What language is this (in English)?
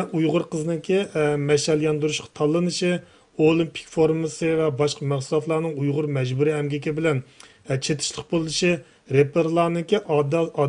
Uyghur